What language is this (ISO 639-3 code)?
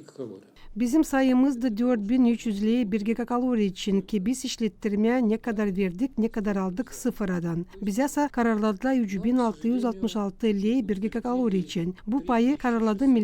gag